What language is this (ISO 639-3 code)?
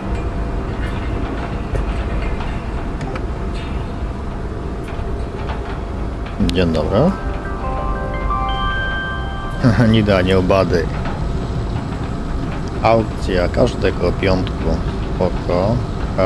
pol